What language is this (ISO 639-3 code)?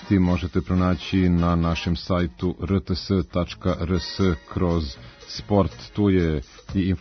srp